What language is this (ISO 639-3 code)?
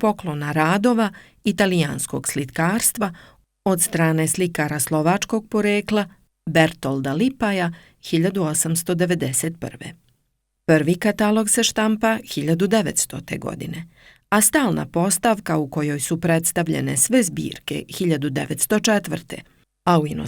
srp